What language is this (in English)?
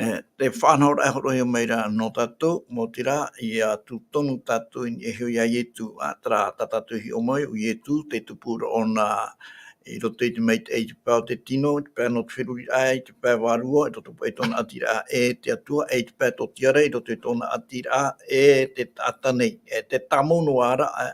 Tahitian